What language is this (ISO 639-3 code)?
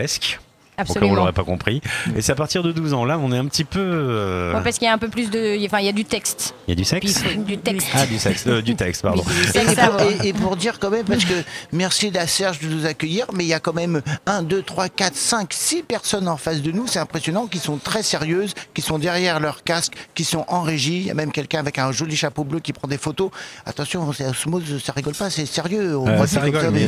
fra